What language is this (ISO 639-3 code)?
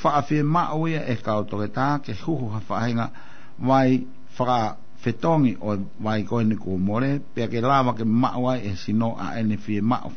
ton